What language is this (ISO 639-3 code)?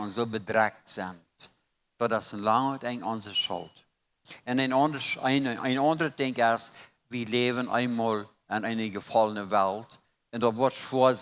pdt